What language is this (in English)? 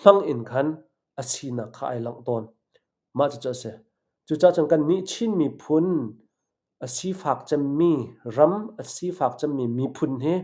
Hakha Chin